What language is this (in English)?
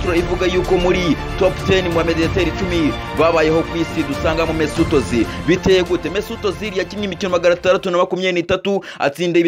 Kinyarwanda